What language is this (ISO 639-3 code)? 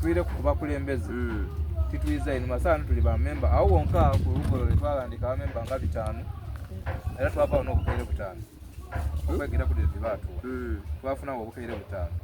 xog